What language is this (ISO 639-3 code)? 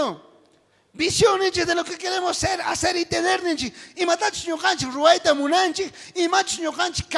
quh